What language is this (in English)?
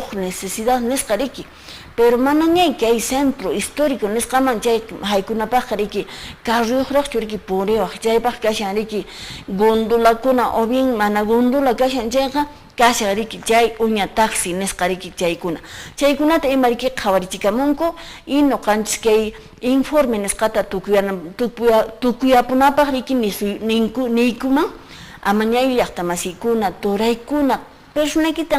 Quechua